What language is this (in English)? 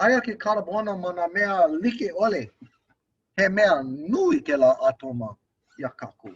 Hawaiian